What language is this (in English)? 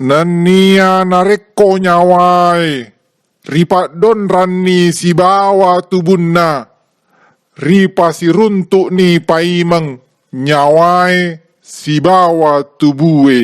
Buginese